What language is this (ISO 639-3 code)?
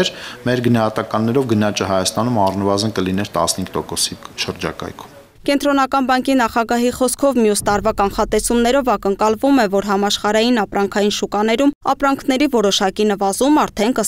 hye